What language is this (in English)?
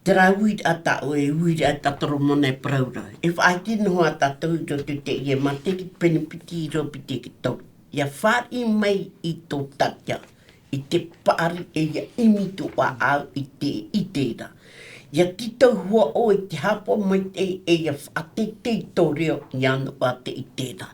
Tahitian